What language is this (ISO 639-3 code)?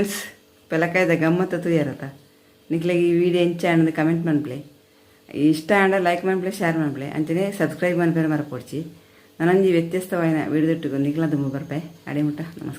tcy